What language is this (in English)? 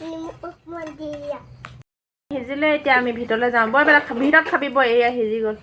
Assamese